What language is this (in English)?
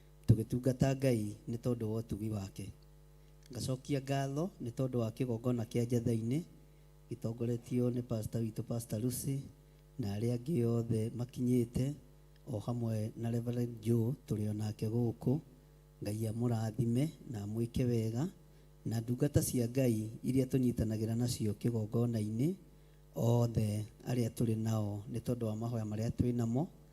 Kikuyu